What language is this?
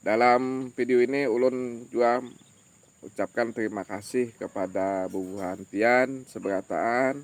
Banjar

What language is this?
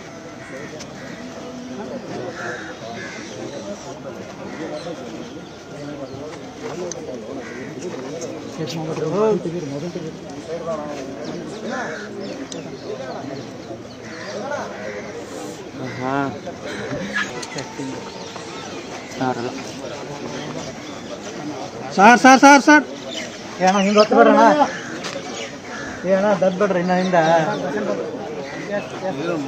Kannada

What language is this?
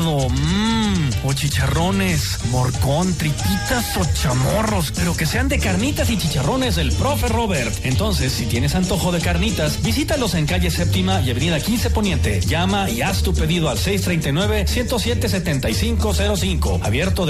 Spanish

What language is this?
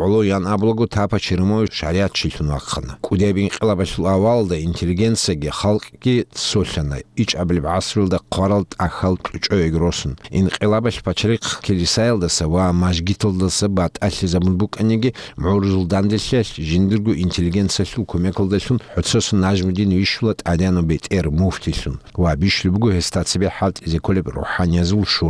Avaric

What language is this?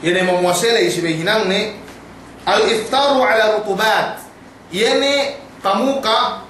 Yakan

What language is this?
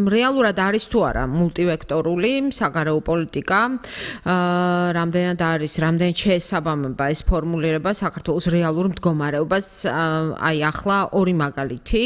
Georgian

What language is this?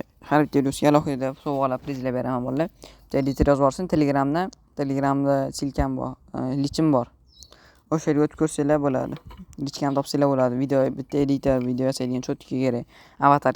Uzbek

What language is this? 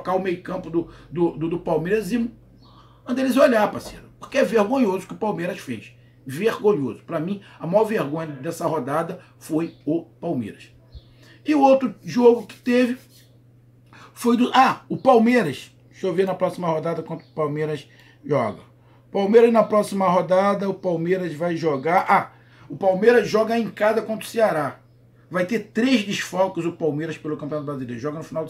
Portuguese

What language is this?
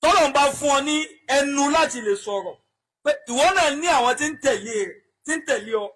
Yoruba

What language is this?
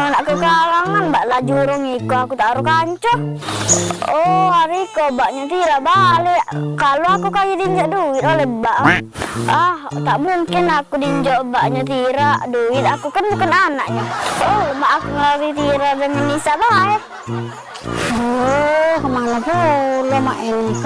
Musi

